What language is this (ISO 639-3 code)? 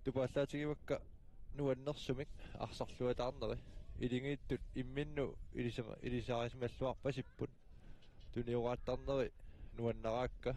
kal